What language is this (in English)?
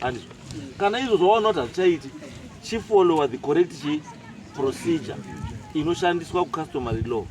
Shona